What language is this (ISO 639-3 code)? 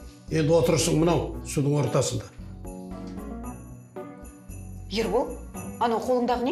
kaz